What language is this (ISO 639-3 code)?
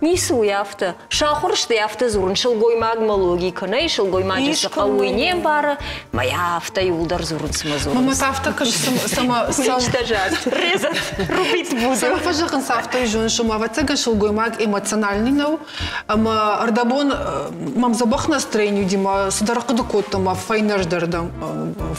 oss